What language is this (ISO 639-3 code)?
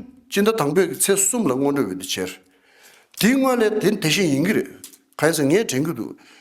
bod